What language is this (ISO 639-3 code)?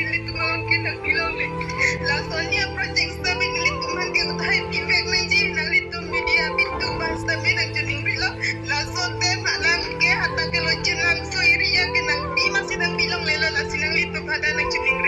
mjw